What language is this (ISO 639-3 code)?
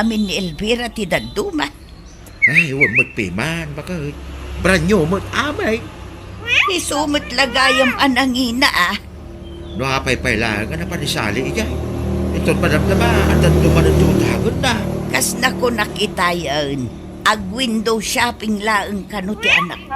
ilo